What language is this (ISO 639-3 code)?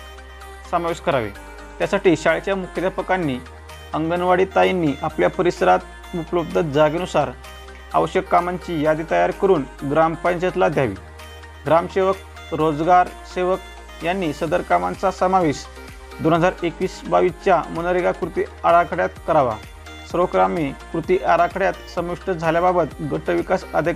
mar